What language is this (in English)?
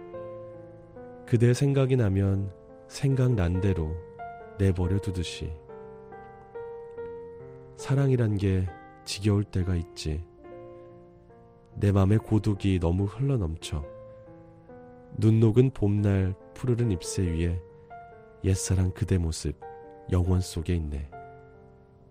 Korean